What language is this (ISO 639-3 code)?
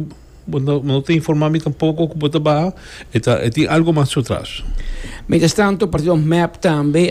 pap